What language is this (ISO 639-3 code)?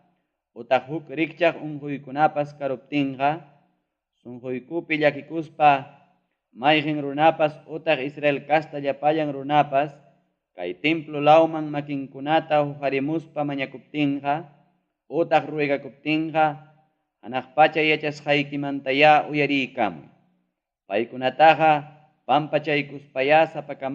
quy